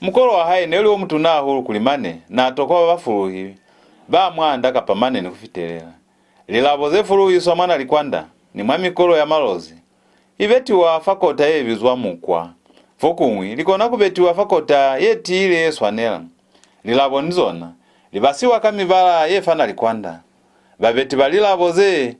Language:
Lozi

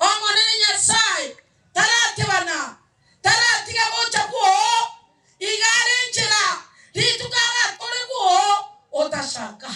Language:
Gusii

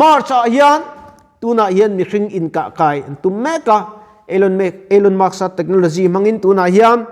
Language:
Mizo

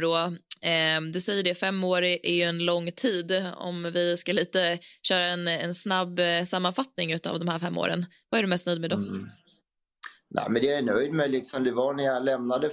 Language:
Swedish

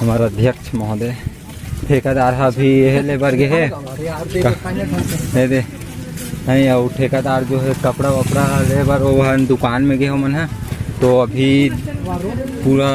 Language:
Chhattisgarhi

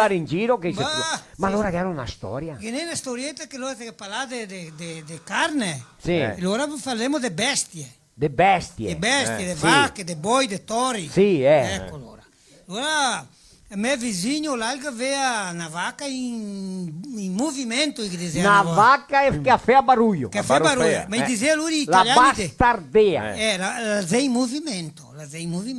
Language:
Venetian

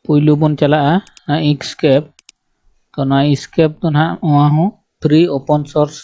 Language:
Santali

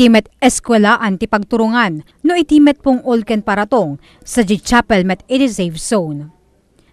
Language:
Iloko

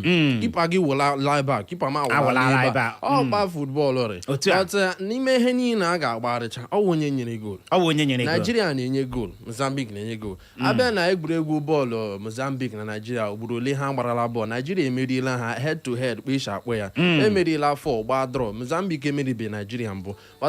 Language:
Igbo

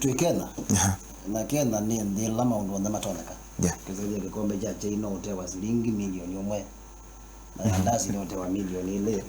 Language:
Kamba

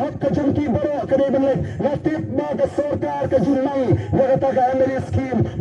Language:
Khasi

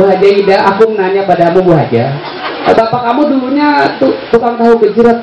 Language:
Betawi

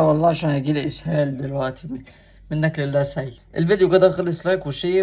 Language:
Egyptian Arabic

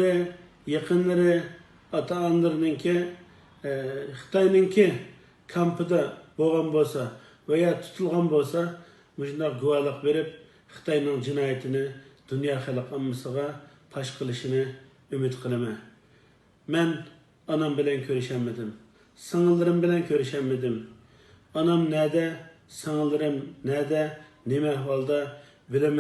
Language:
Uyghur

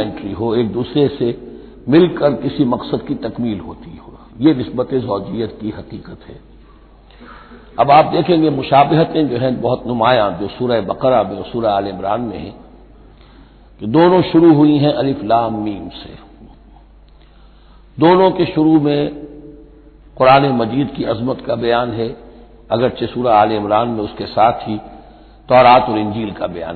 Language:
Urdu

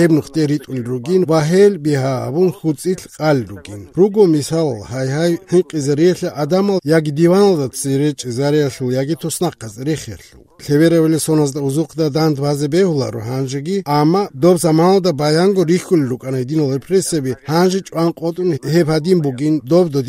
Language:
Avaric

